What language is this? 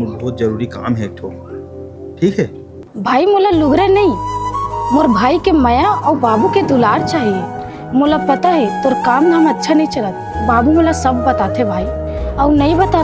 Chhattisgarhi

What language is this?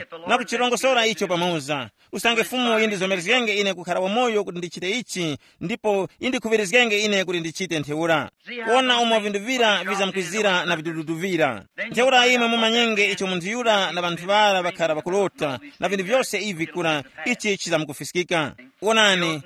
Tumbuka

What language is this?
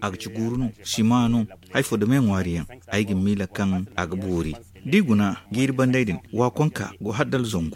Zarma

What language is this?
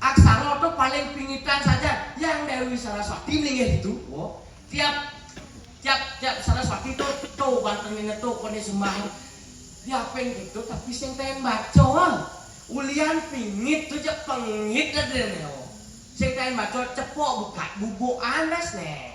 Balinese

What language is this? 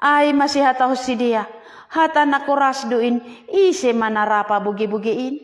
Batak Simalungun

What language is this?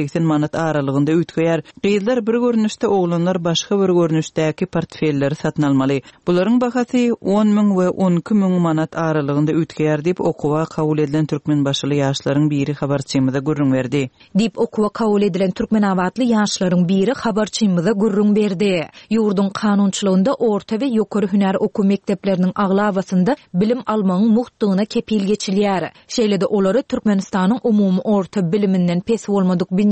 Turkmen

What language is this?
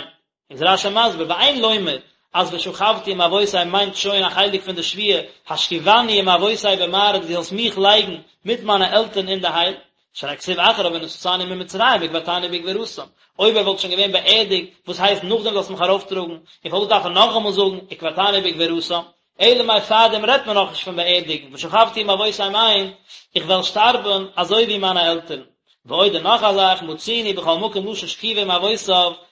Yiddish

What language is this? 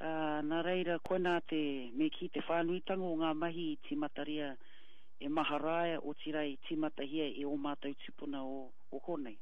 Māori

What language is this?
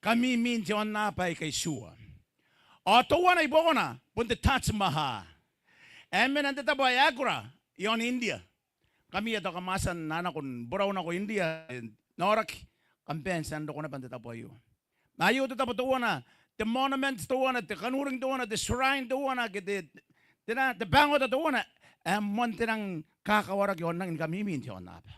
Gilbertese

